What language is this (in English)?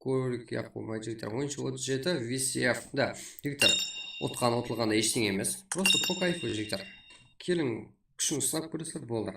Kara-Kalpak